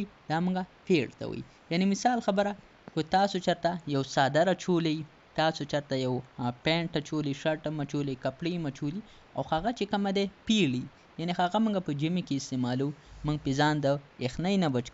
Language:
Pashto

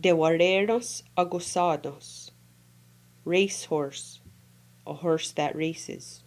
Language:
Mohawk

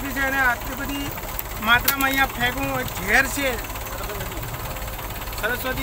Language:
Gujarati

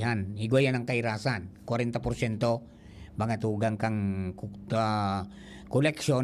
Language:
Bikol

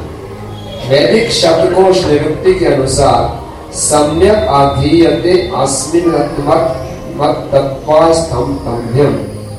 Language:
Hindi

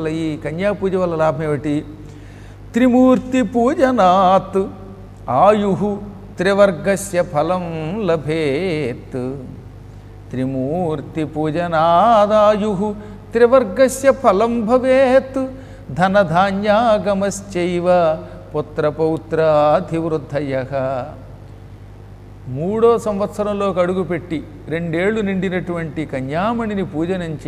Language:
Telugu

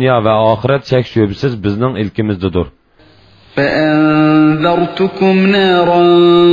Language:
Uyghur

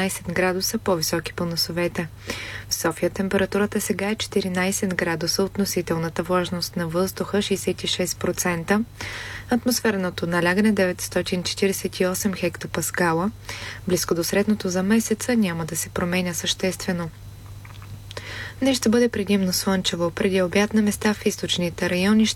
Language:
Bulgarian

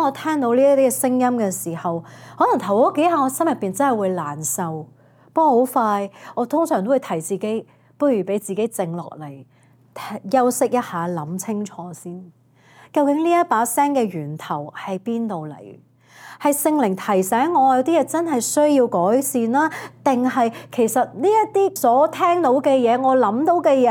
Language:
Cantonese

